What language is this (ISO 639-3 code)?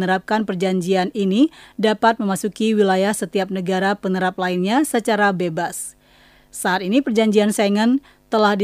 ind